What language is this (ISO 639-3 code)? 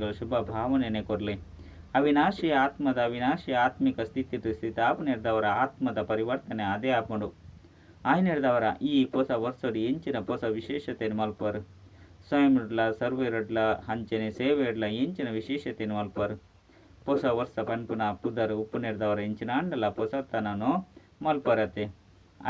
tcy